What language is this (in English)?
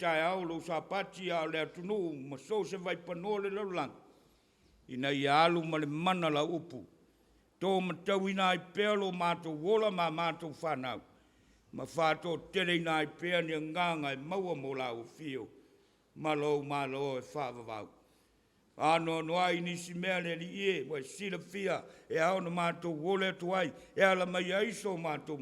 Samoan